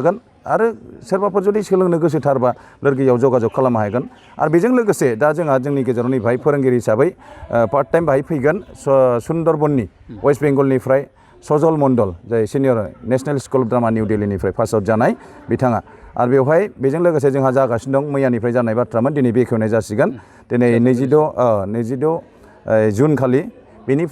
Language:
Bodo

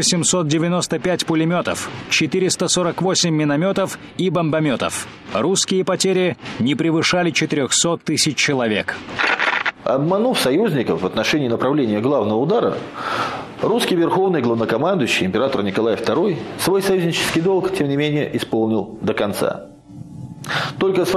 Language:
Russian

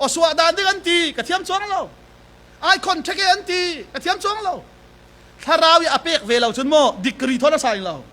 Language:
Falam Chin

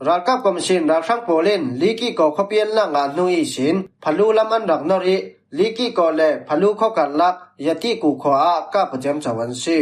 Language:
Falam Chin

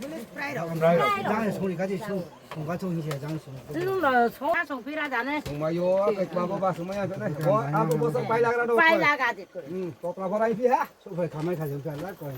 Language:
Riang (India)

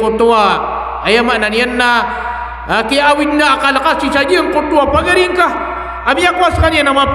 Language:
Maranao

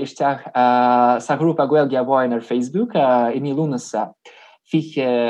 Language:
Irish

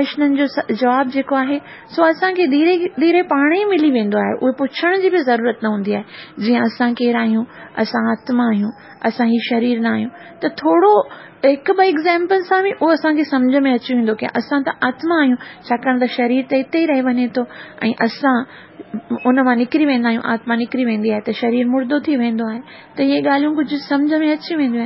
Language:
Sindhi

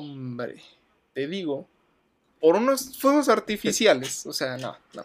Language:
Spanish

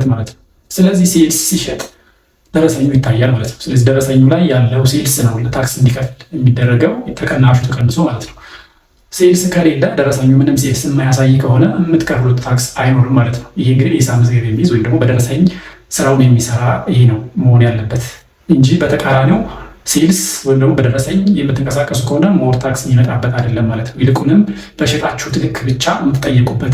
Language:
Amharic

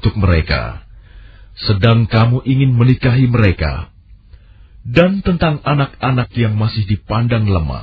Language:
Indonesian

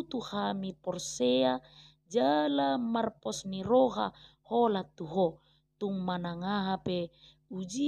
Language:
Batak Toba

